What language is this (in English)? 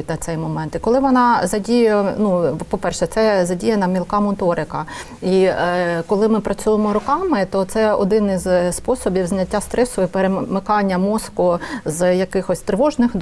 Ukrainian